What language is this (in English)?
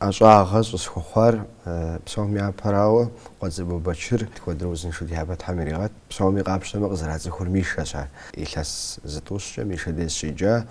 Kabardian